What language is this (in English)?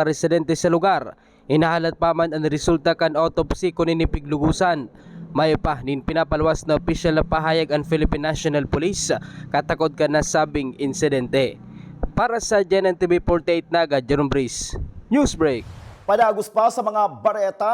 Bikol